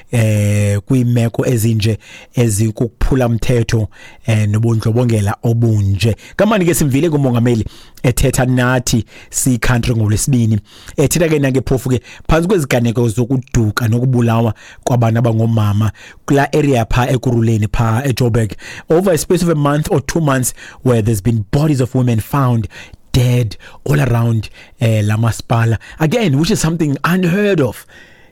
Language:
Xhosa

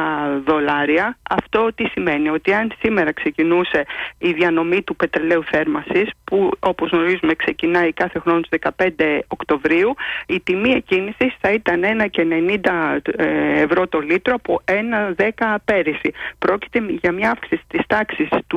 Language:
Greek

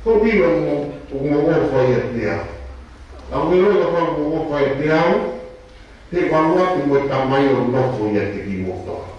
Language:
Tongan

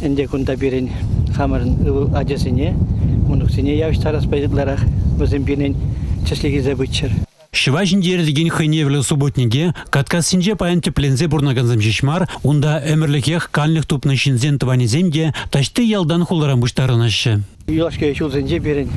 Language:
Chuvash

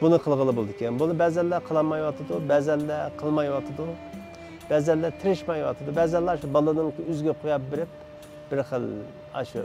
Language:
Uyghur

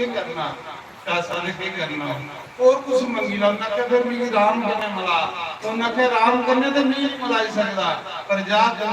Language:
Dogri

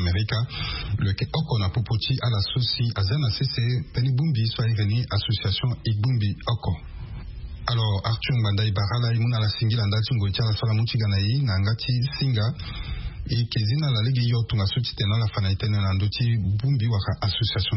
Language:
Sango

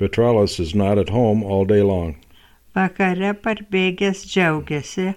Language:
Lithuanian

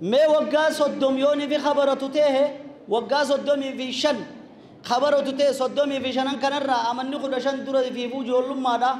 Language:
Oromo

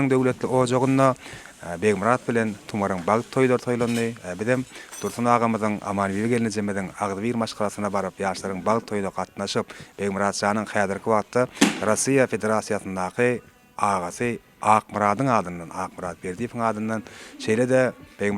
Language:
Turkmen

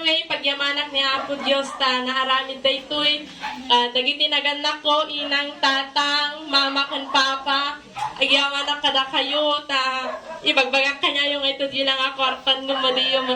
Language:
Iloko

